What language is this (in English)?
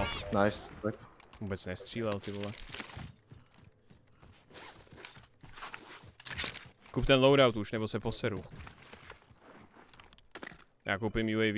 Czech